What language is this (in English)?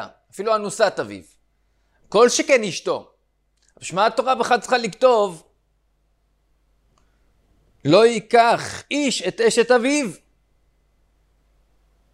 Hebrew